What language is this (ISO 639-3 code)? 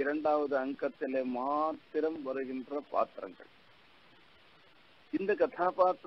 tam